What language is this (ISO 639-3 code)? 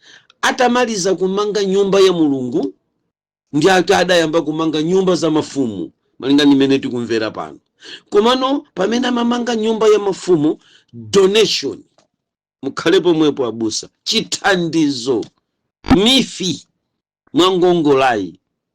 nya